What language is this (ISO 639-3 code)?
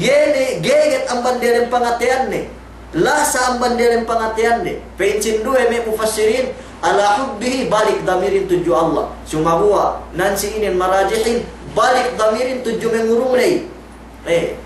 yka